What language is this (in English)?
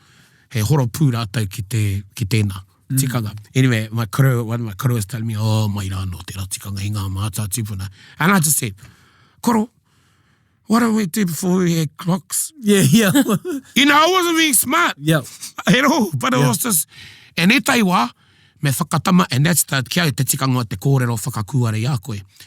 Māori